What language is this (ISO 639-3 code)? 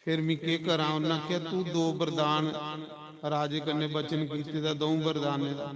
doi